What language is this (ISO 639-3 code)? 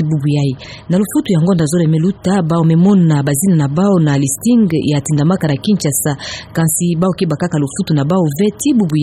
ktu